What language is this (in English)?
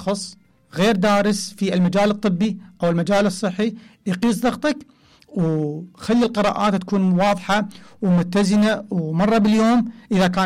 Mesopotamian Arabic